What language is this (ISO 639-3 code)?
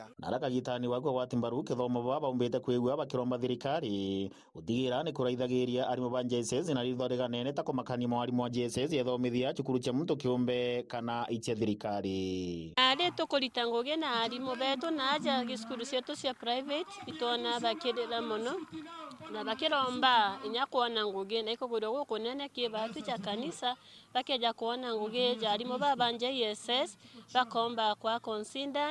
mer